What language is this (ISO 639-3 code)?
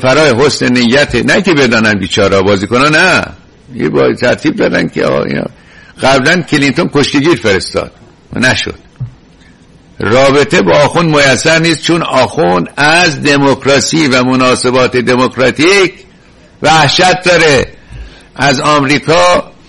fas